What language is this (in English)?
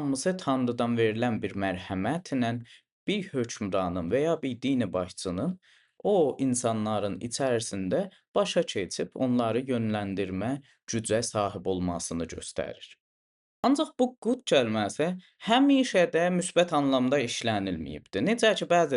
Azerbaijani